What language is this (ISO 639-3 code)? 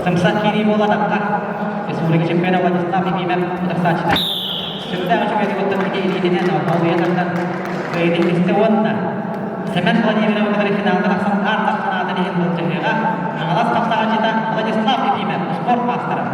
sah